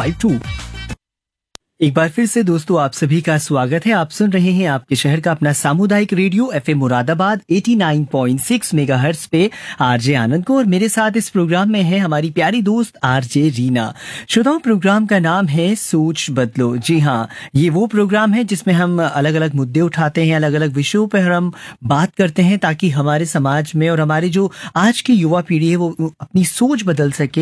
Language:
Hindi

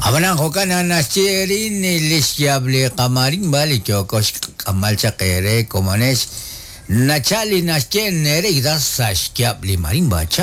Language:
Kekchí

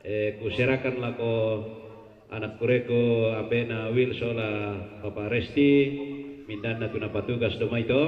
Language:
Toraja-Sa'dan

